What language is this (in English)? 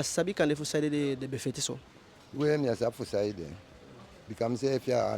Eastern Maroon Creole